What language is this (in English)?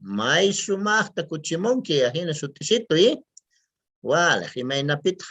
Quechua